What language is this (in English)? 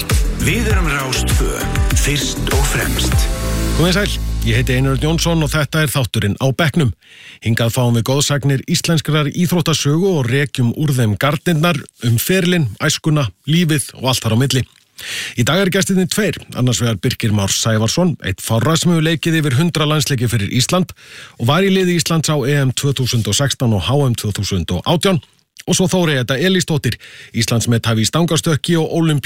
Icelandic